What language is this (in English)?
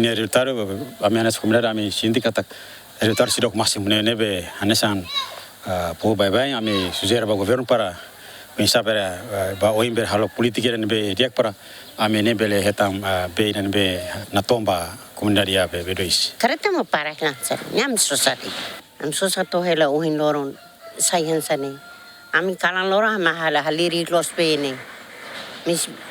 Tetum